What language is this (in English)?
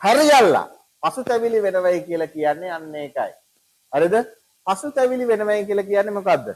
Sinhala